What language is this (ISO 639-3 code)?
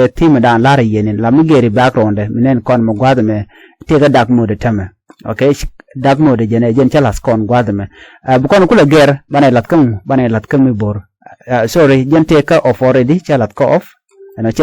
nus